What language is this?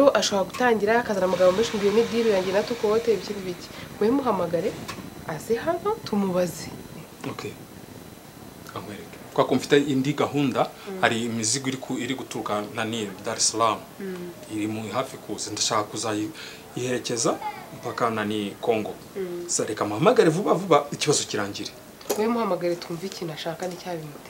Kinyarwanda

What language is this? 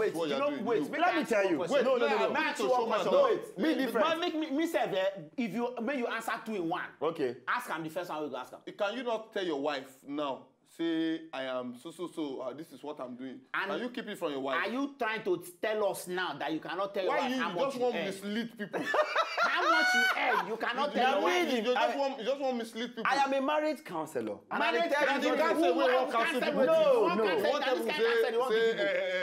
Nigerian Pidgin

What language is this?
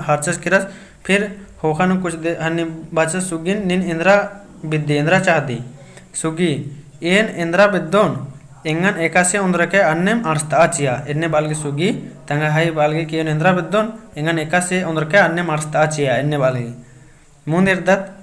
Kurukh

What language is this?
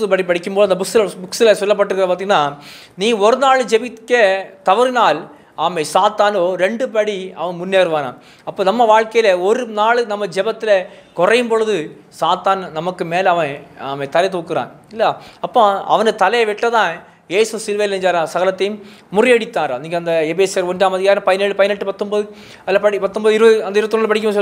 Tamil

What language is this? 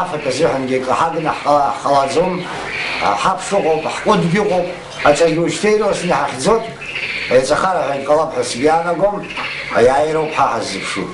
Abkhazian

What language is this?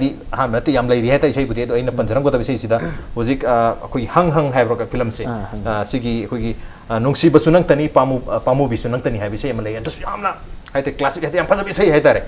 Manipuri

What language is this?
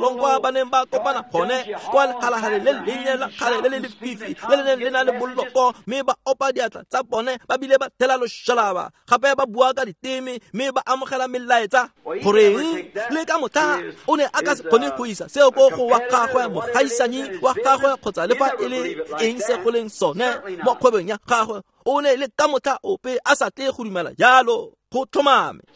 Tswana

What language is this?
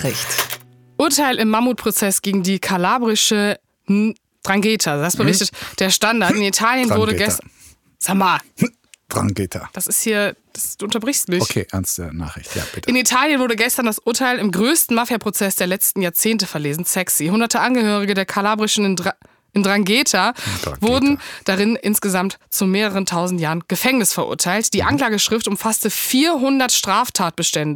German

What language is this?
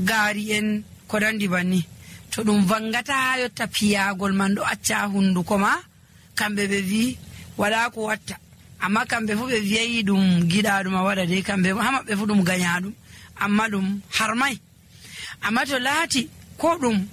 Nigerian Fulfulde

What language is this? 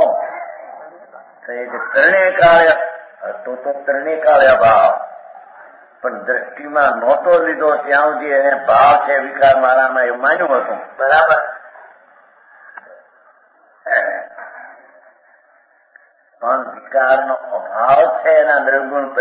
Gujarati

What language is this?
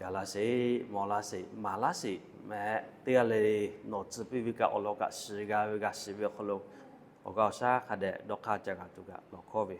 Lahu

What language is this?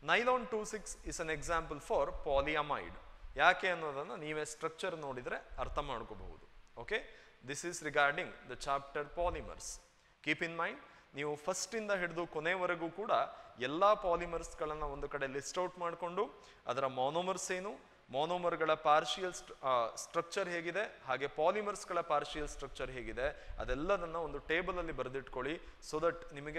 Kannada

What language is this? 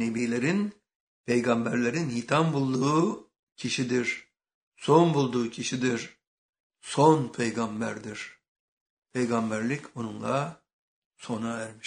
Turkish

